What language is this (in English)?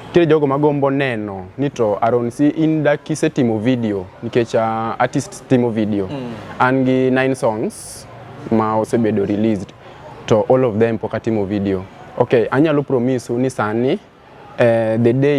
Luo (Kenya and Tanzania)